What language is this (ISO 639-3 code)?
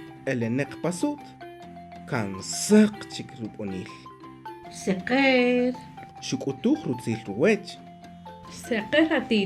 cak